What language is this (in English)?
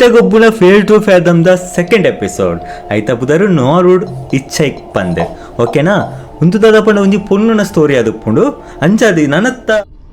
Tulu